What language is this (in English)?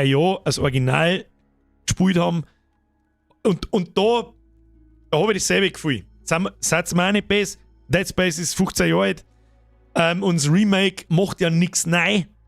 Bavarian